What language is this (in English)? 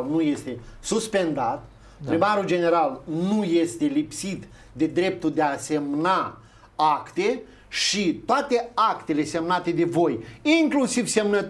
Romanian